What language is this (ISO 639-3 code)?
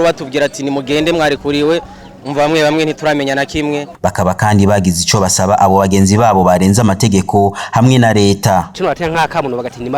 run